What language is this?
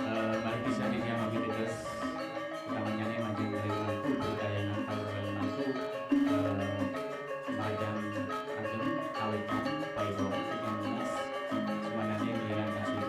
Balinese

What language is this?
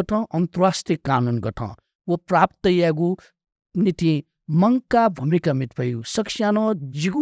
Newari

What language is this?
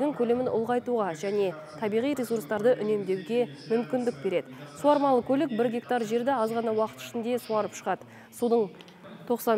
Kazakh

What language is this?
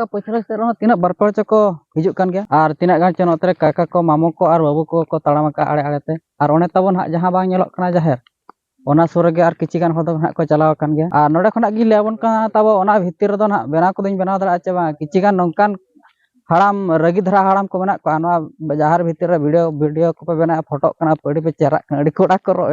Santali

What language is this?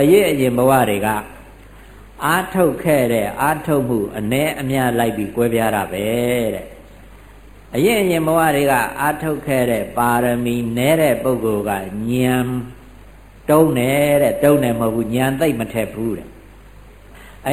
Burmese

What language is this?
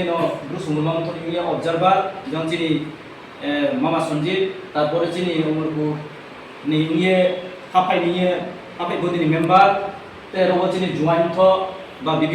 Riang (India)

